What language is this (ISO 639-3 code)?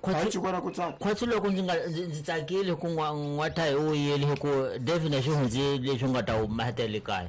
tso